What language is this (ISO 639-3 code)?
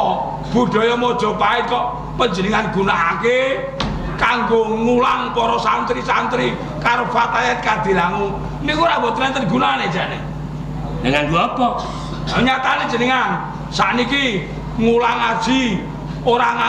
jav